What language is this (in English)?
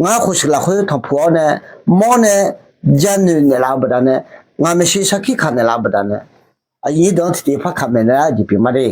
Akha